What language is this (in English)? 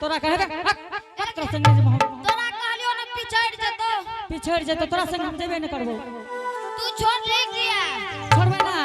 Angika